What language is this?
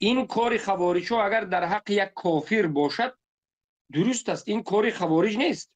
Tajik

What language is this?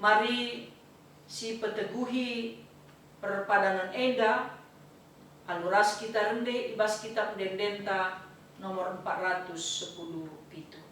Batak Karo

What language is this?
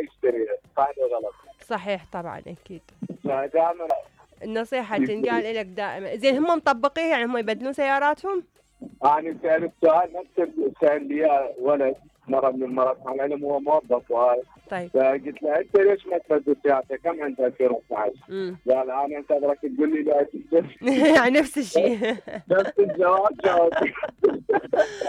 Mesopotamian Arabic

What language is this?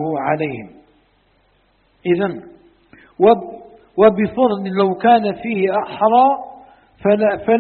Arabic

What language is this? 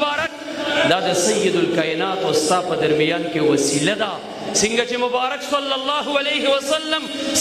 Pashto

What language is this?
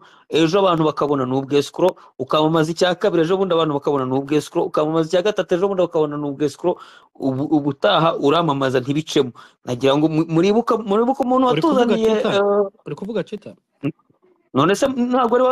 Kinyarwanda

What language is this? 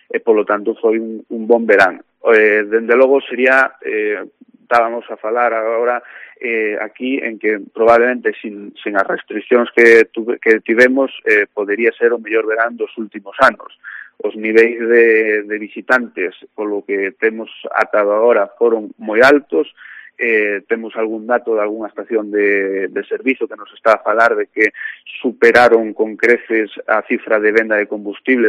Galician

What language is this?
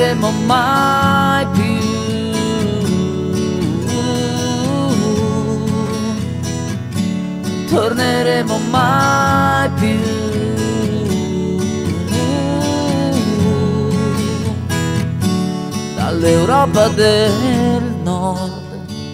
Italian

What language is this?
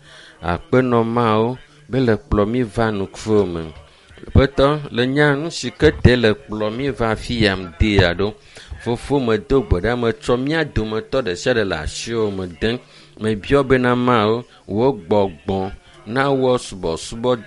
Ewe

